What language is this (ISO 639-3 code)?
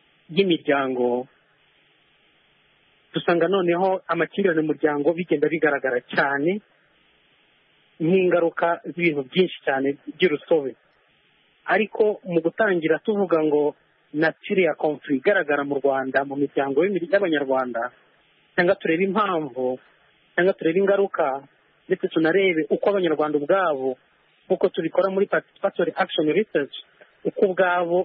kin